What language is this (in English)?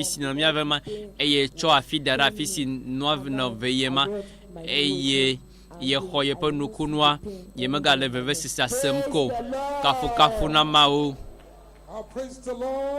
Ewe